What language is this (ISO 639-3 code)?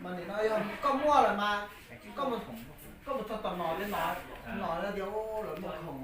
hmn